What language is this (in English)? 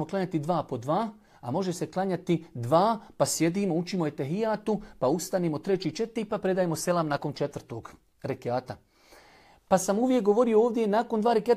Bosnian